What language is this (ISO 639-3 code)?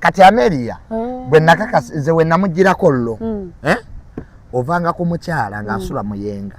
lug